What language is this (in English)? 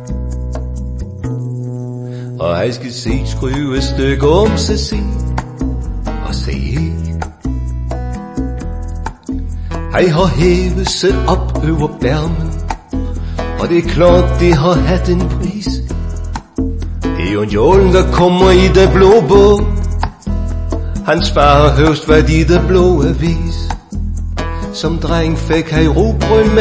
Danish